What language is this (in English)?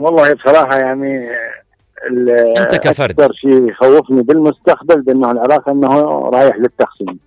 Mesopotamian Arabic